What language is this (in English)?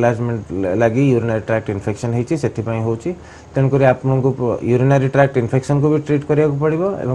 Odia